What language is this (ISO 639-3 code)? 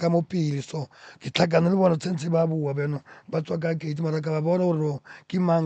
nso